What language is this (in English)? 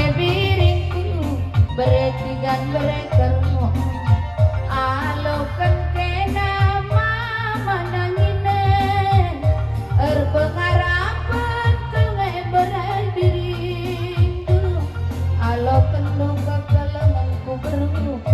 Batak Karo